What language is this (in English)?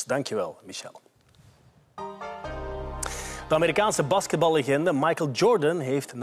Dutch